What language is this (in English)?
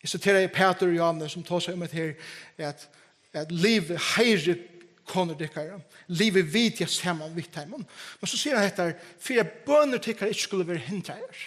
Faroese